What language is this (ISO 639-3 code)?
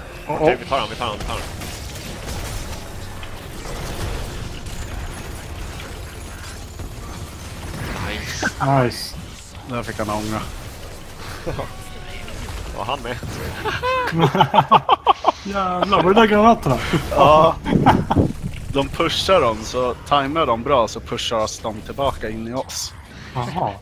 swe